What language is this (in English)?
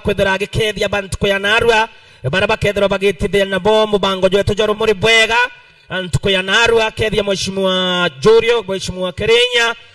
Meru